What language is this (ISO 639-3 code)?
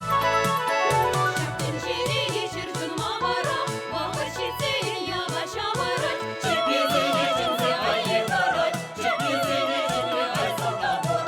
chv